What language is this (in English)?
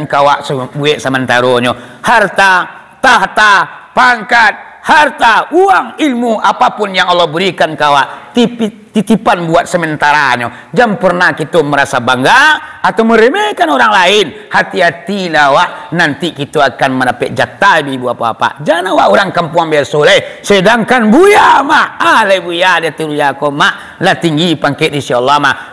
Minangkabau